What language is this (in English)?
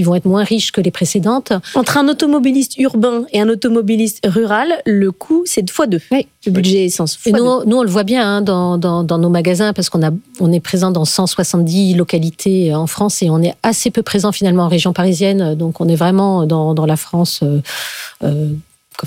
French